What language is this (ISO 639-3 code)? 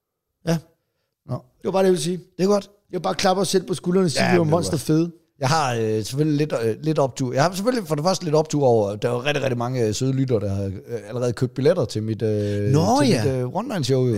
dan